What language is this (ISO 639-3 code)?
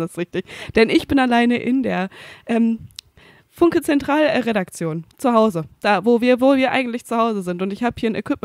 deu